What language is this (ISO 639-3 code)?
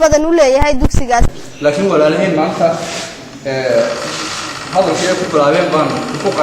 som